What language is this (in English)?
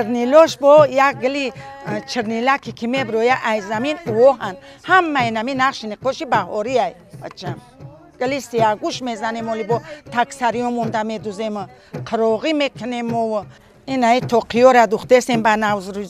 Tajik